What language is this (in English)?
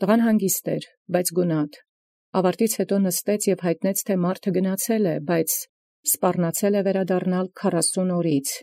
Armenian